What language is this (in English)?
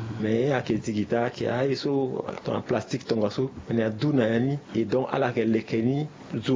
Sango